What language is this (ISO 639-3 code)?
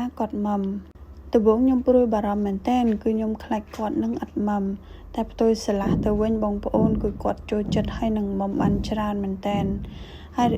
khm